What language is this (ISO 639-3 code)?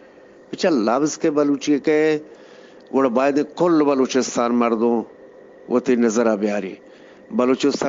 bgp